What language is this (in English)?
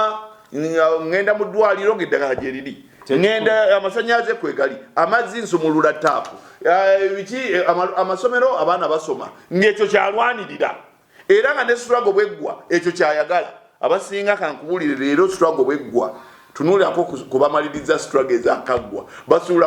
Ganda